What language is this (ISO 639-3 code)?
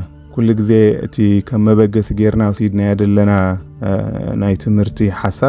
tir